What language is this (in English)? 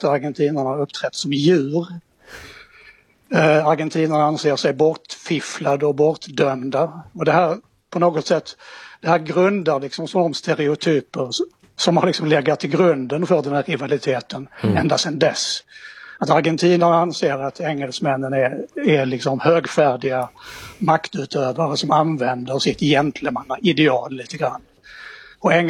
Swedish